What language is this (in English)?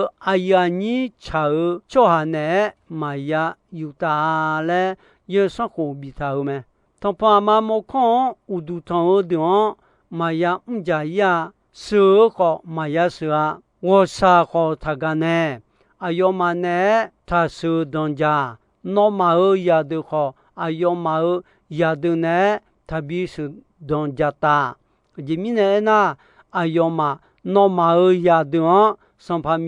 Akha